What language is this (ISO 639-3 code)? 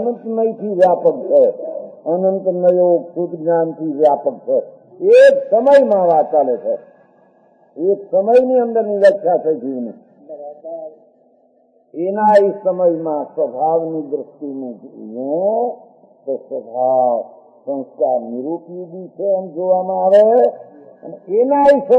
guj